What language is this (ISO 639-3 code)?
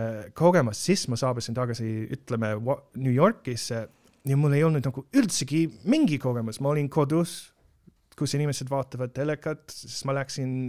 est